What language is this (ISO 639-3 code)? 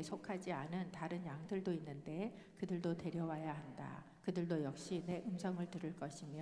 kor